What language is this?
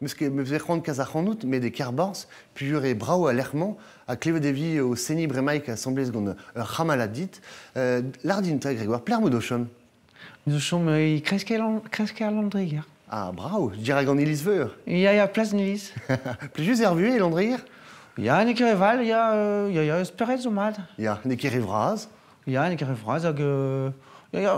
Breton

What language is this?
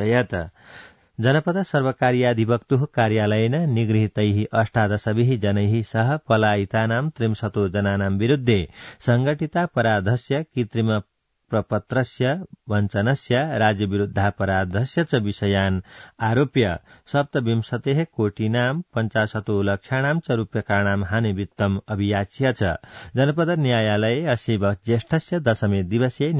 Sanskrit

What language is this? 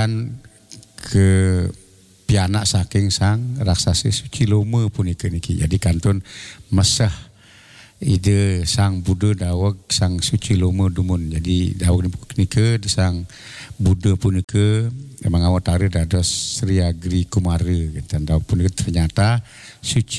Balinese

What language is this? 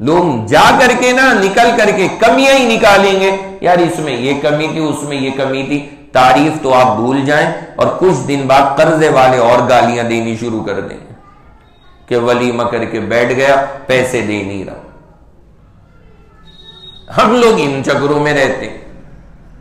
Urdu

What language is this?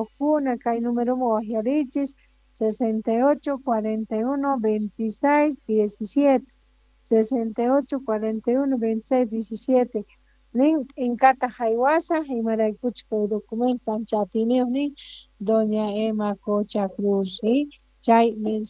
Quechua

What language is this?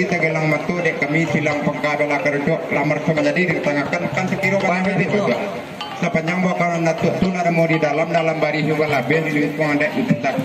Minangkabau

